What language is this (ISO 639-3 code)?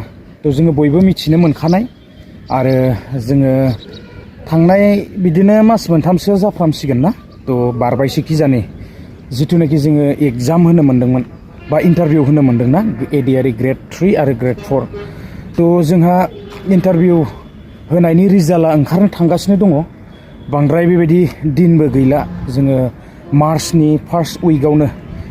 brx